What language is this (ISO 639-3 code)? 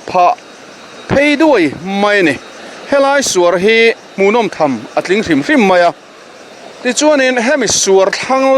lus